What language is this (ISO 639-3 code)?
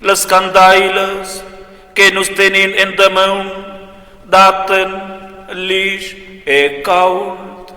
roh